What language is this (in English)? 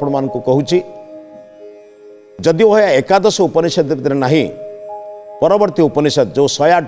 Odia